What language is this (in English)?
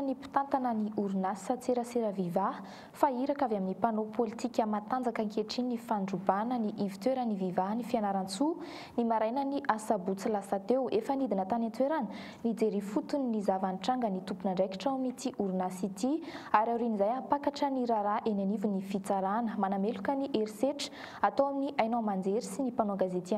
Malagasy